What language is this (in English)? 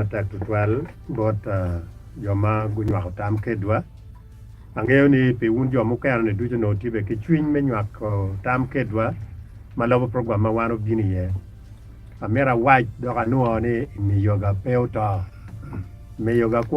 Acoli